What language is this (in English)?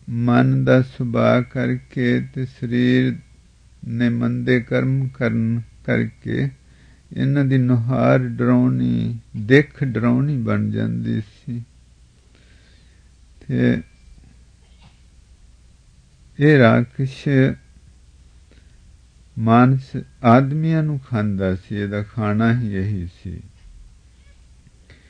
Punjabi